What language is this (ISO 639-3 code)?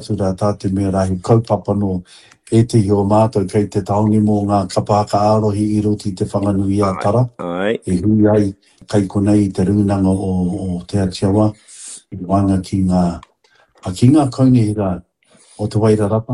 mri